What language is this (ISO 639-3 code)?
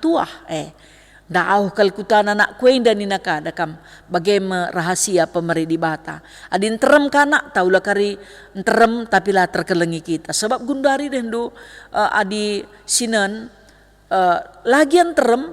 btx